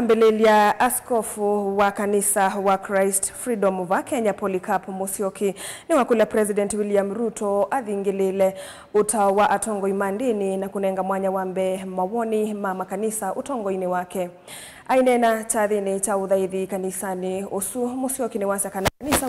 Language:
Kamba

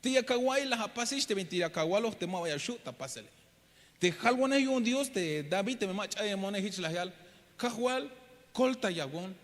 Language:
Tzeltal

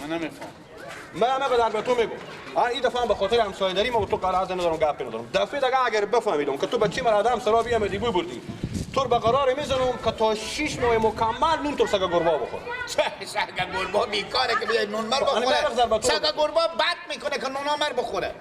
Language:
Persian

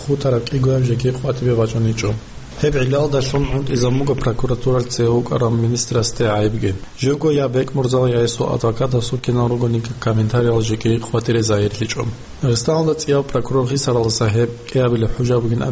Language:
Avaric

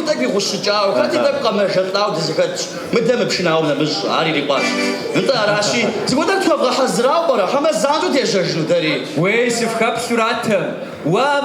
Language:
Kabardian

